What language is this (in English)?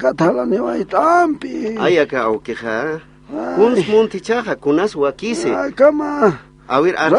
Aymara